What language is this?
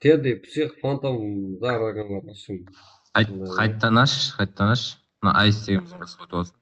Kara-Kalpak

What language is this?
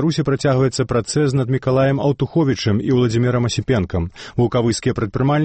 Belarusian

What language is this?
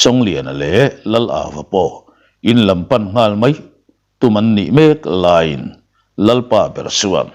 Mizo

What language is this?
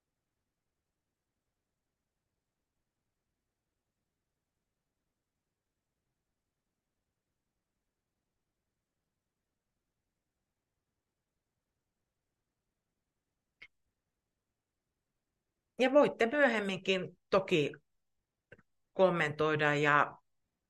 Finnish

